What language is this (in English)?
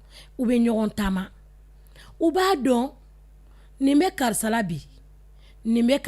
Bambara